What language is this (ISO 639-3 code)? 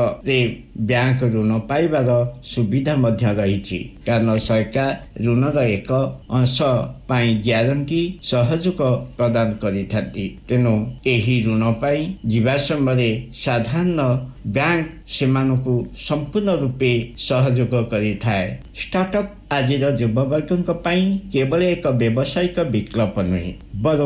ori